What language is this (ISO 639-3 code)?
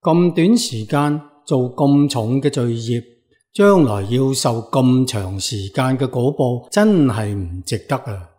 yue